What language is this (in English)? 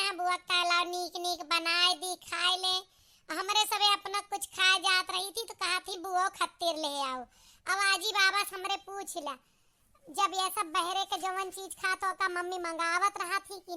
Awadhi